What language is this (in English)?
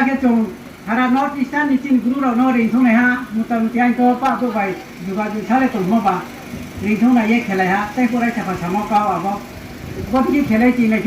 Riang (India)